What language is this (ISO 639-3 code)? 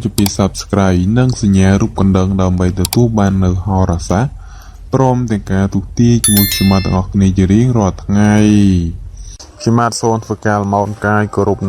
khm